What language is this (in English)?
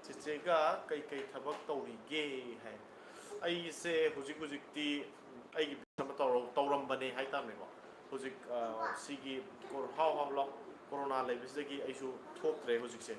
Manipuri